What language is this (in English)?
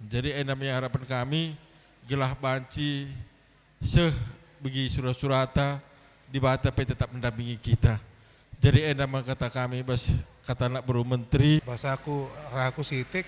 Batak Karo